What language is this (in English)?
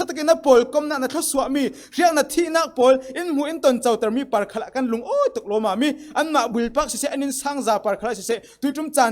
Falam Chin